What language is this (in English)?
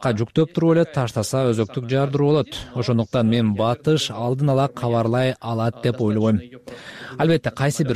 Kyrgyz